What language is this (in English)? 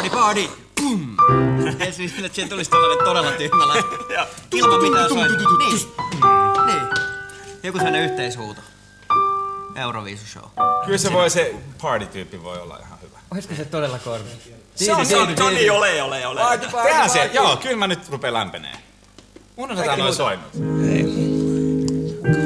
Finnish